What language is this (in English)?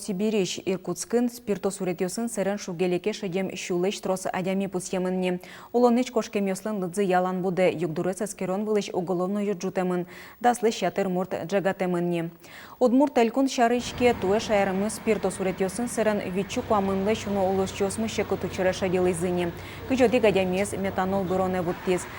Udmurt